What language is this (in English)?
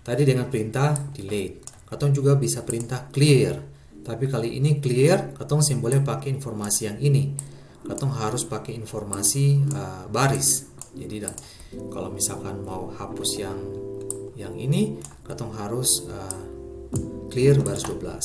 Ambonese Malay